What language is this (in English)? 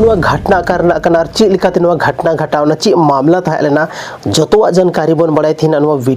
Santali